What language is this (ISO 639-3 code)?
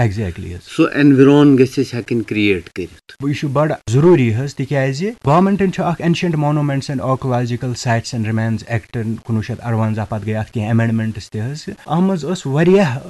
kas